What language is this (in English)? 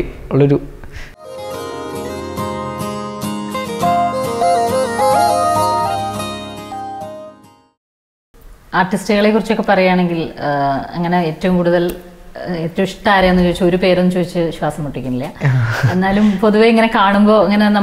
Malayalam